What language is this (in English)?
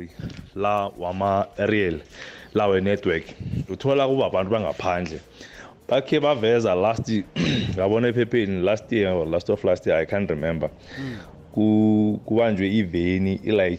South Ndebele